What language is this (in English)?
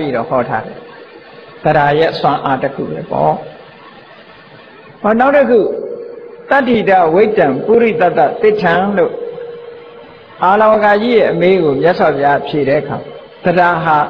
Burmese